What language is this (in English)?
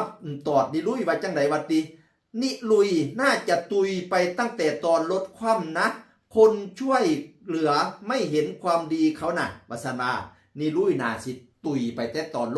Northeastern Thai